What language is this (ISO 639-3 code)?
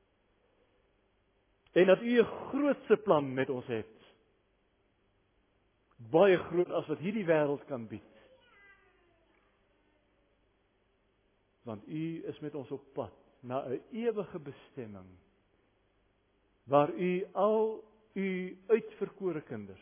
afr